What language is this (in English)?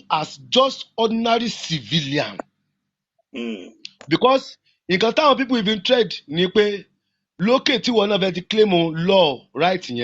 Yoruba